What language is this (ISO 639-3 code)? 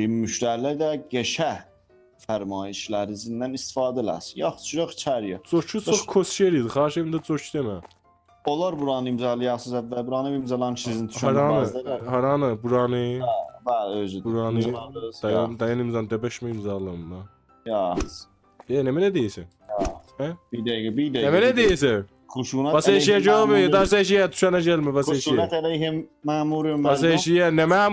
azb